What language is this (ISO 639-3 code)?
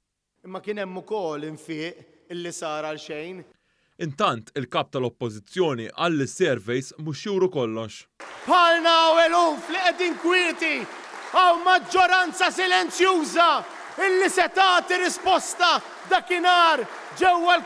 mlt